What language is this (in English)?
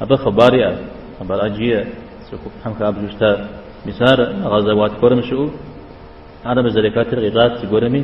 Kabardian